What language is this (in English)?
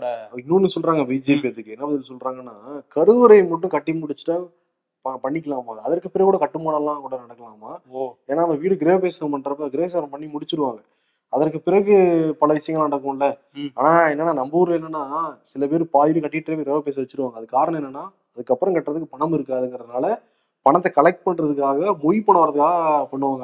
Tamil